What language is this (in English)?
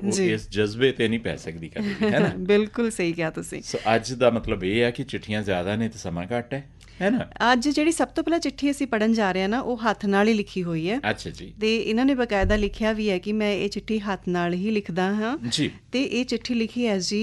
Punjabi